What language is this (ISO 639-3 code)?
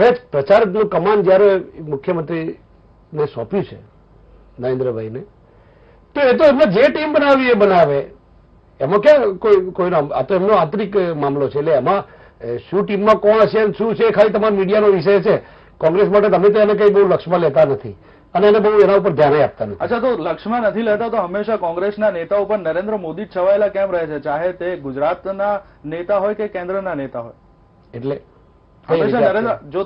guj